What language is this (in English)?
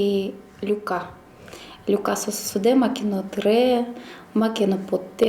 Udmurt